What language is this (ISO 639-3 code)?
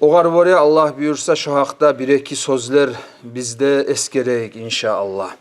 kum